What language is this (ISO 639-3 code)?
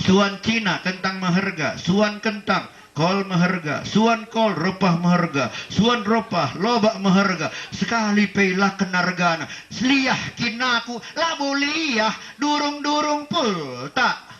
btx